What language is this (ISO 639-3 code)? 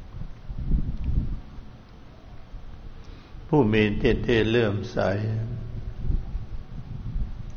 tha